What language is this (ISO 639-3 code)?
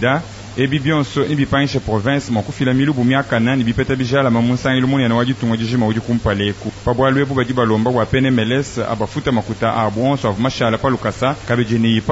lua